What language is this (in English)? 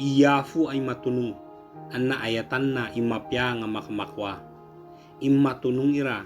Ibanag